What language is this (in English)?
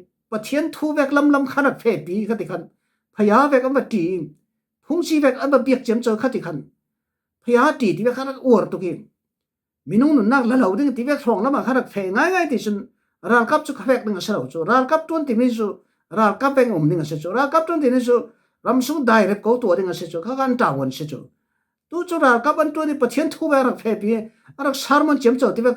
Falam Chin